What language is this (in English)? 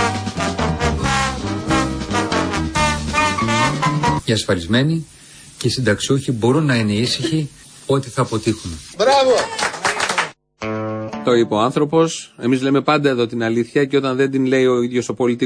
Greek